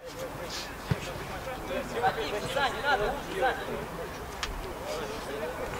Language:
Russian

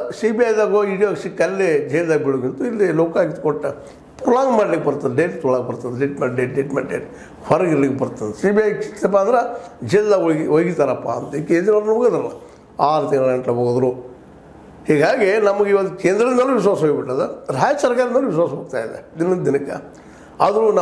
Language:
Kannada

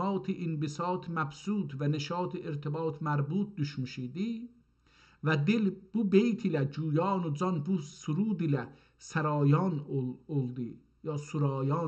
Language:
South Azerbaijani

